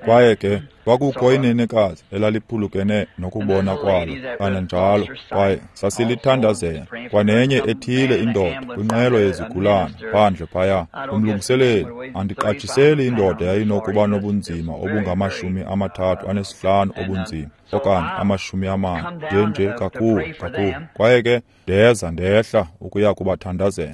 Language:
Xhosa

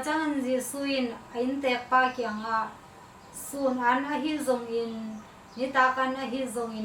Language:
Tedim Chin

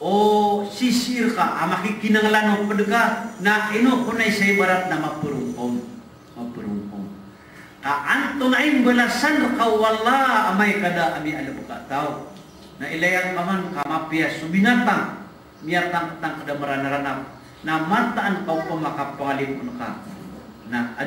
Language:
Maranao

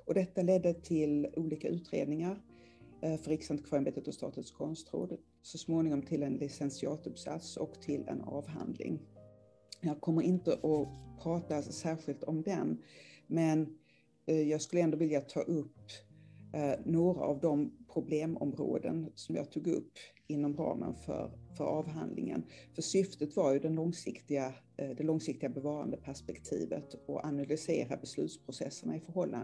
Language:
Swedish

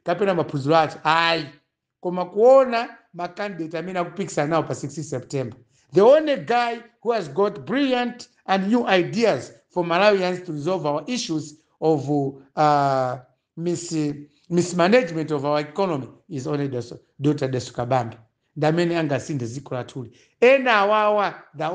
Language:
Nyanja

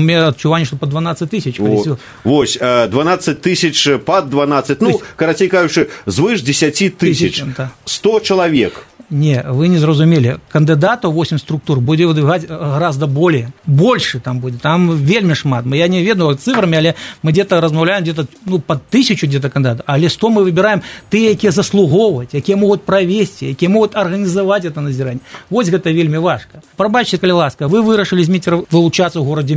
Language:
Belarusian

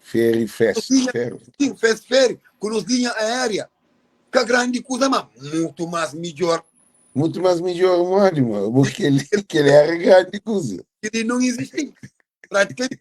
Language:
Kabuverdianu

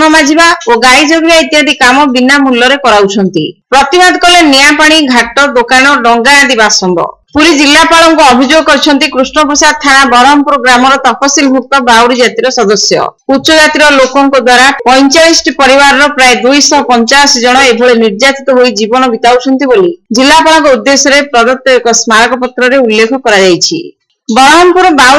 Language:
Odia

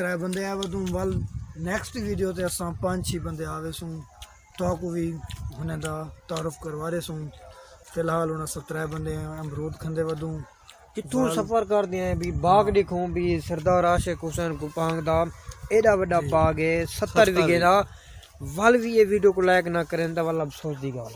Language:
Saraiki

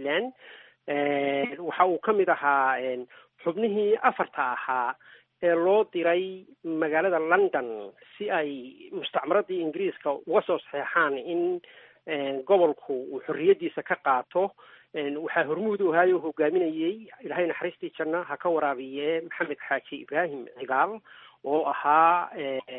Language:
Somali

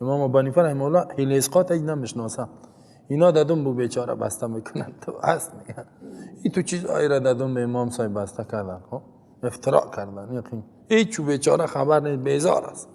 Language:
Persian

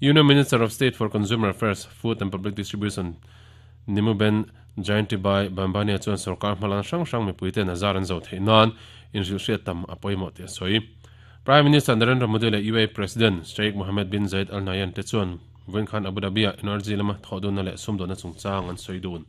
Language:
Mizo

